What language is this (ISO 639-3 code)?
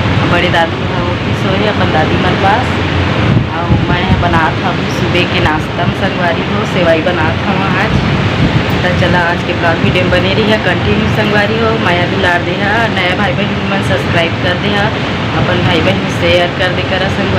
hne